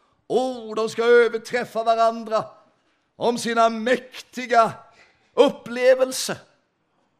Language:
Swedish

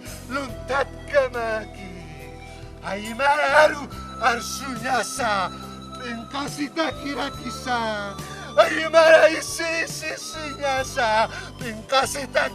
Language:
Aymara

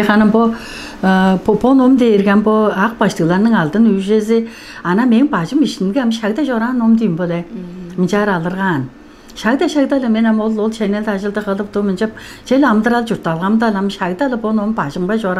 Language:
Tuvinian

